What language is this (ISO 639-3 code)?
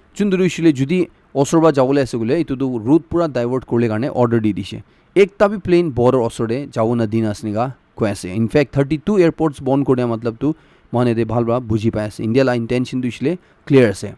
nag